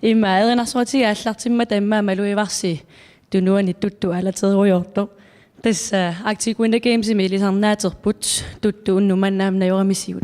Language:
Kalaallisut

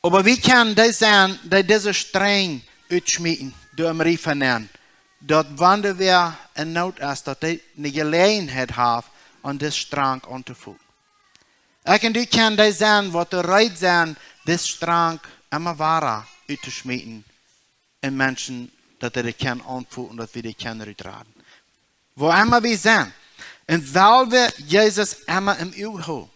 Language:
Plautdietsch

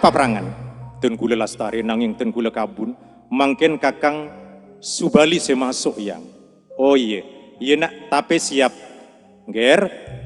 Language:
Madurese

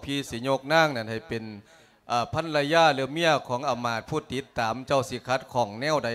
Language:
Lao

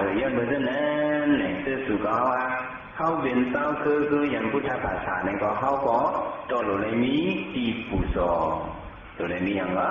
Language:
Shan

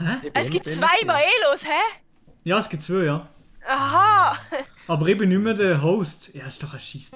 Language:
Swiss German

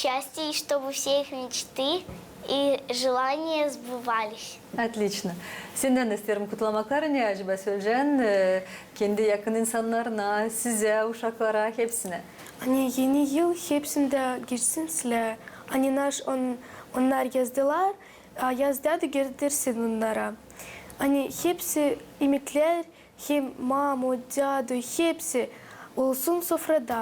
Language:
Gagauz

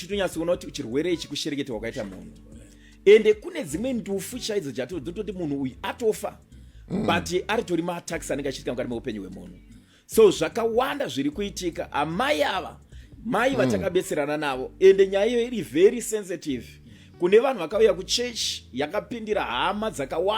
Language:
Shona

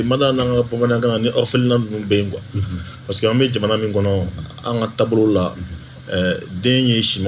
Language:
Bambara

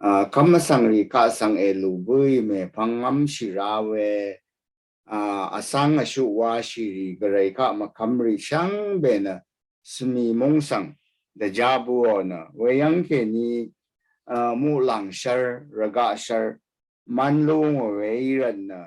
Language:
Rawang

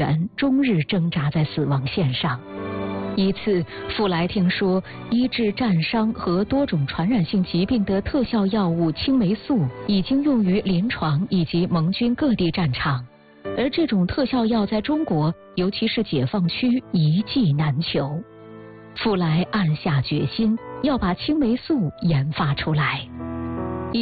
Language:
Chinese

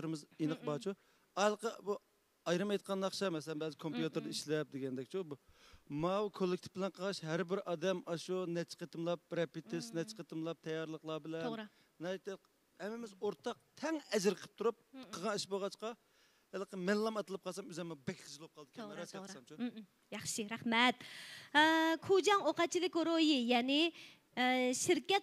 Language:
Uyghur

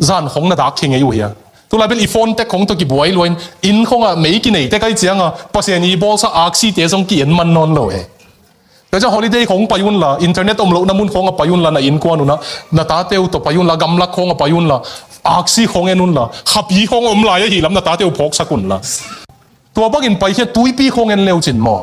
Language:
Tedim Chin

